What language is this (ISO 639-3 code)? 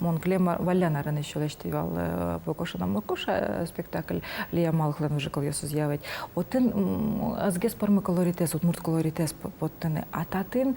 udm